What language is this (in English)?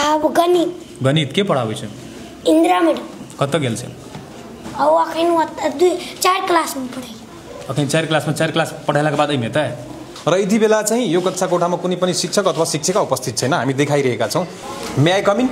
Nepali